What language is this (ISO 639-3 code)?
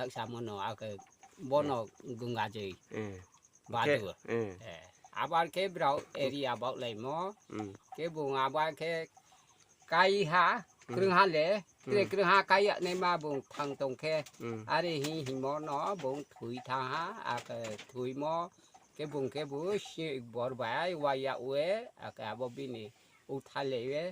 ria